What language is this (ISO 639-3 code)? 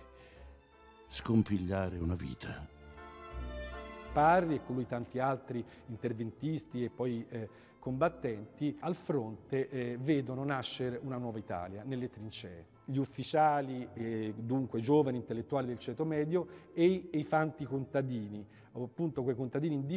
ita